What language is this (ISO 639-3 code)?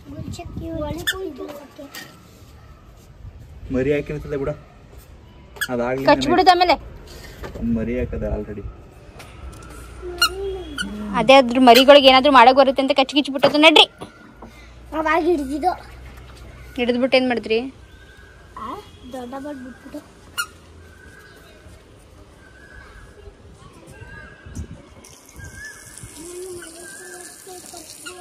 kan